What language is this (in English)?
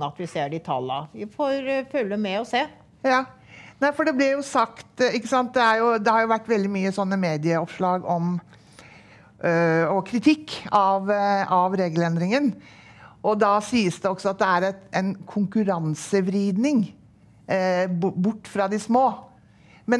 Norwegian